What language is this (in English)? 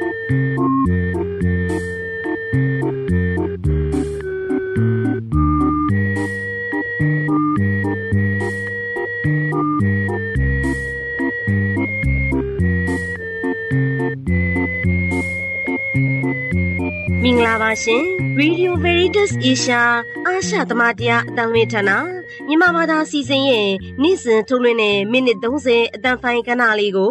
Burmese